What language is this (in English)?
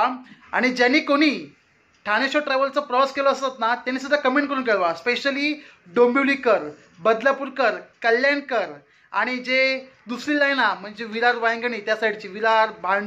Marathi